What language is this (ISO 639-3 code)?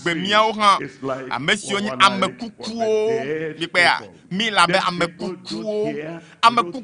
ewe